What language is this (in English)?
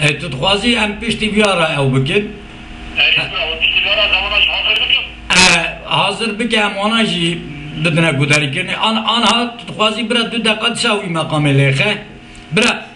Kurdish